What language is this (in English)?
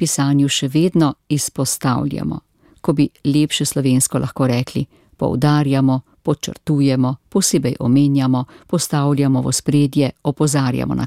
Slovenian